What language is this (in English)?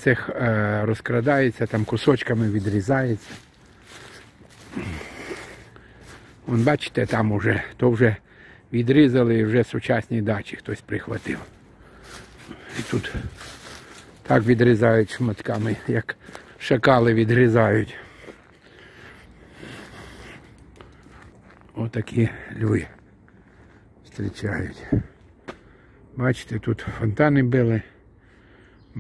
Ukrainian